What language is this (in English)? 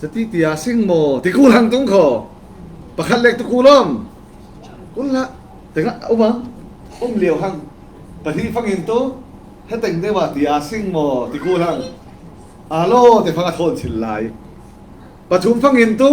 Falam Chin